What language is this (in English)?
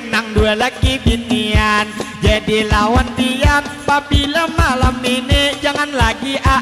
Banjar